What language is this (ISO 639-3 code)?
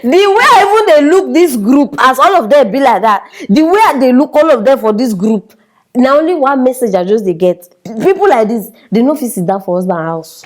pcm